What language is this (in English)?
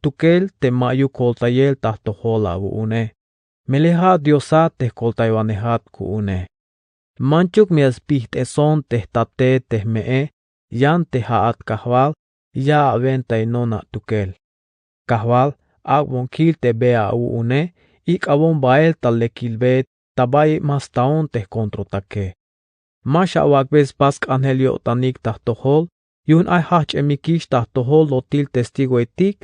Tzeltal